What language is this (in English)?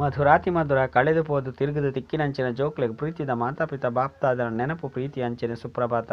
Tulu